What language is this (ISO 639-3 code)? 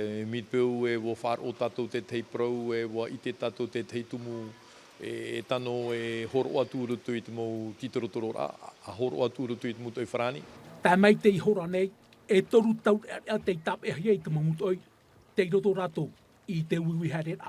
tah